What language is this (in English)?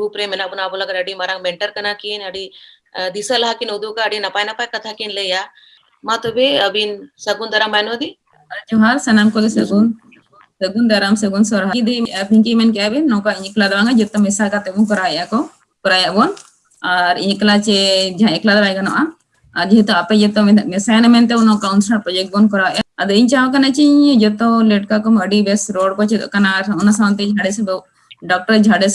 Santali